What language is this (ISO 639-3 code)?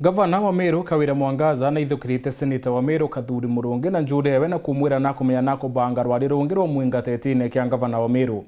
mer